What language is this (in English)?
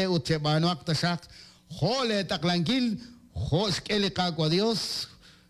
Kekchí